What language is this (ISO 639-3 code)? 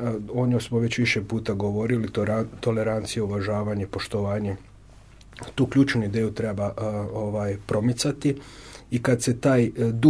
hrv